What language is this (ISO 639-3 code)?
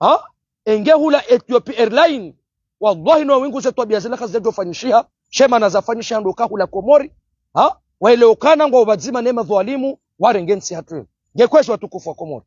zdj